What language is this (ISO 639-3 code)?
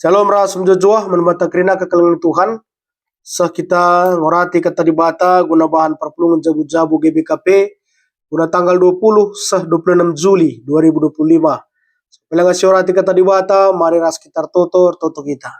btx